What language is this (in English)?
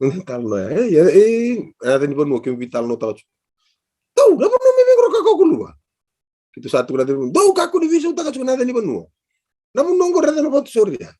Fijian